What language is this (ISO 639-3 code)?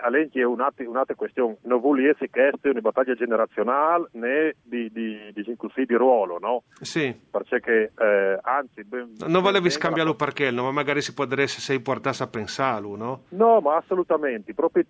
fur